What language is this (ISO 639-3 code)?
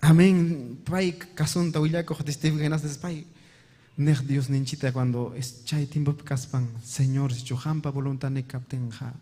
quy